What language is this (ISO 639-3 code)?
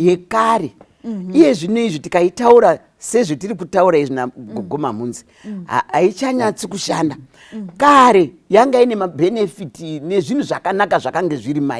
sna